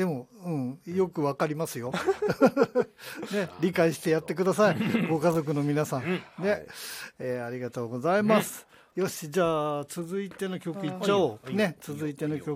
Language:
Japanese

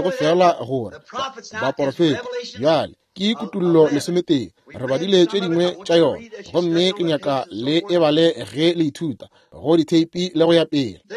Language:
Northern Sotho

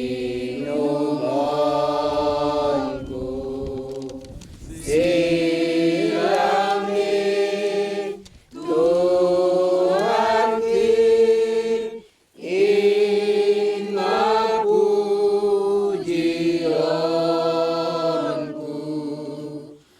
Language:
Batak Simalungun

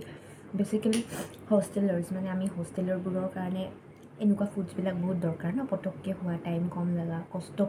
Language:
Assamese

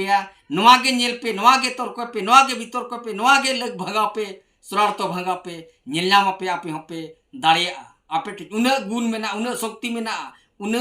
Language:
Santali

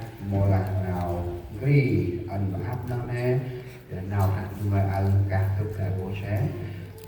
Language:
Central Mnong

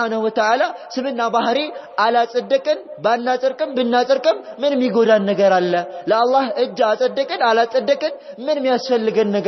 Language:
Amharic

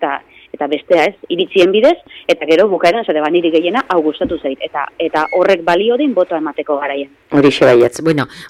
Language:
Basque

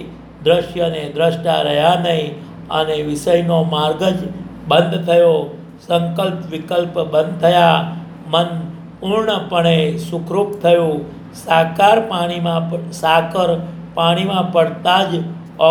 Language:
Gujarati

